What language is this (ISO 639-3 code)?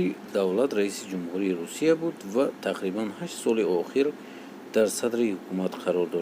tgk